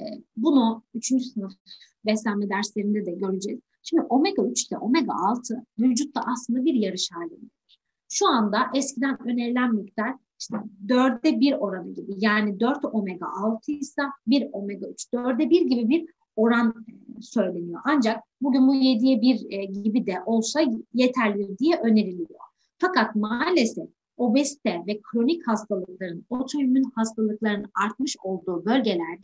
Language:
Turkish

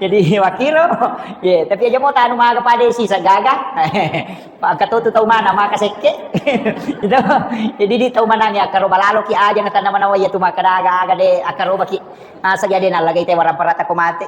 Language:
Buginese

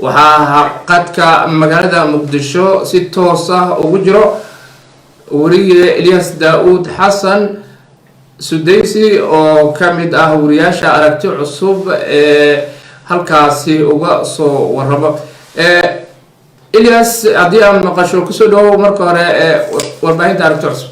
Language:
Somali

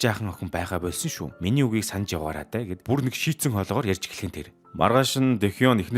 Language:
Mongolian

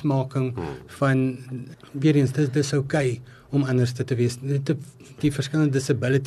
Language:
Afrikaans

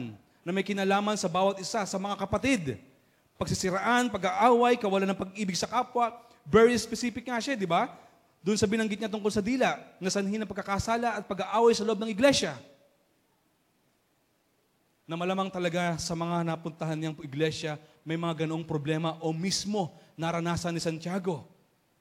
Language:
Filipino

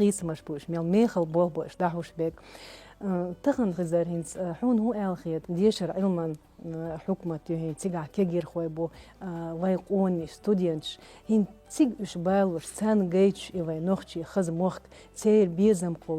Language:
Chechen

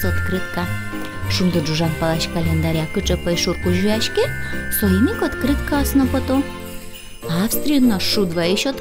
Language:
Udmurt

